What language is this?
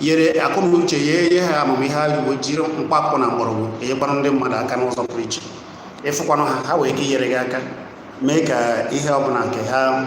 Igbo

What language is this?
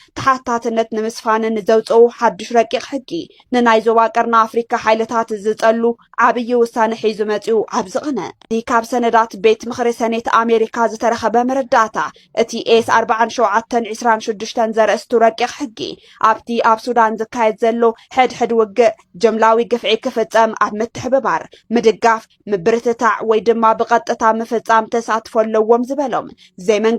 Tigrinya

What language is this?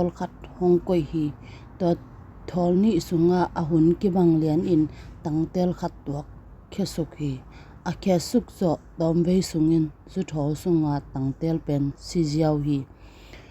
Tedim Chin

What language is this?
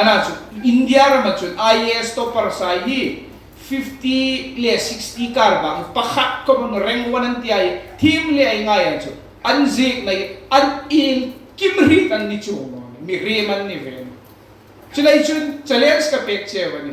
Hmar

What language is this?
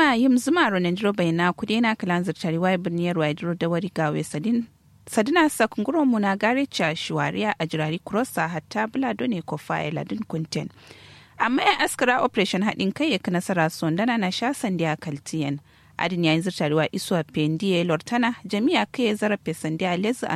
Kanuri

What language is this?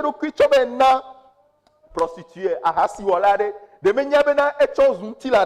Ewe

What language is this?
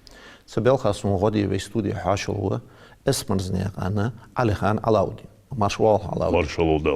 Ingush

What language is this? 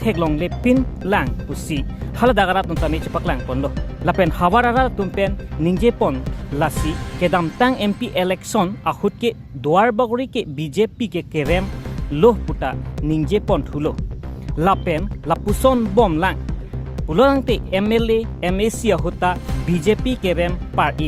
Karbi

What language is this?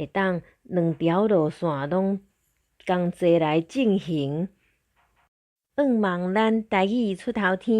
Min Nan Chinese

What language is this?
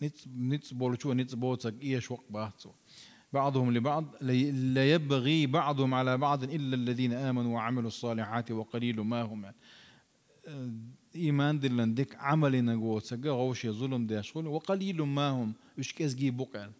Chechen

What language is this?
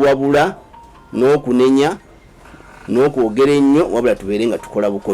Ganda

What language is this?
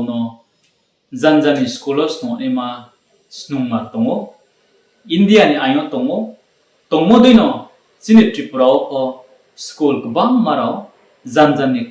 Riang (India)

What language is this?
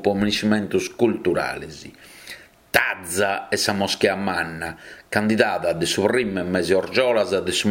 Sardinian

